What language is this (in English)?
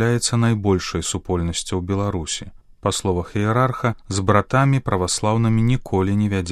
Belarusian